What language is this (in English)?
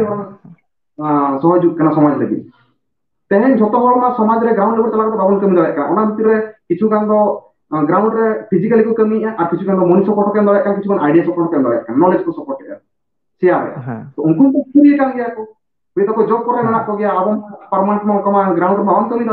Santali